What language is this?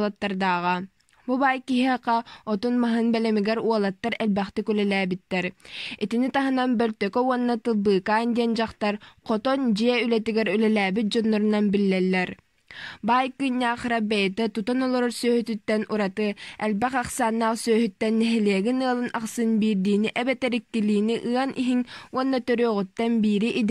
Yakut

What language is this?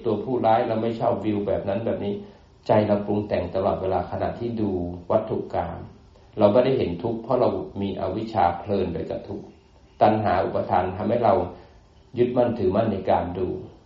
Thai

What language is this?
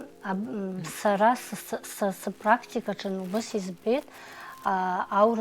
Abkhazian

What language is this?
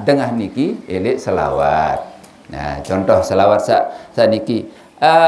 Sasak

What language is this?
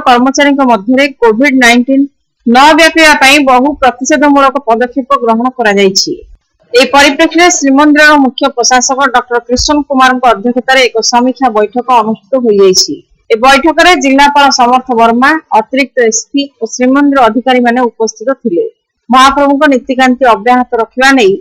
Odia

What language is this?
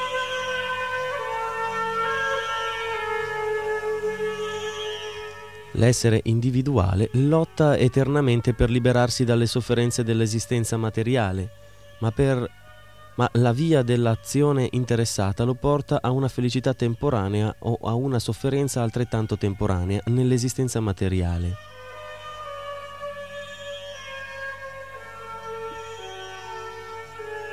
Italian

